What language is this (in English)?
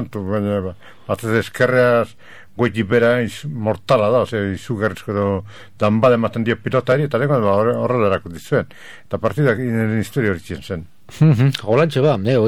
Basque